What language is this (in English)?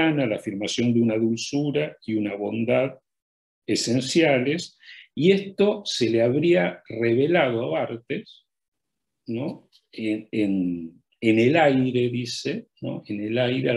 Spanish